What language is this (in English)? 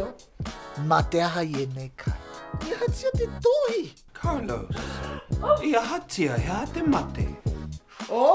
Māori